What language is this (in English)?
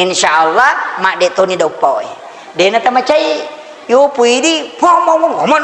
Buginese